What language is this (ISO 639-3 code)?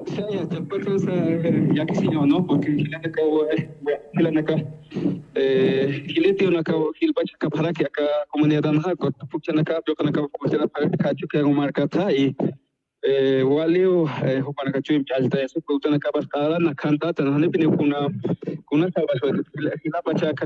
aym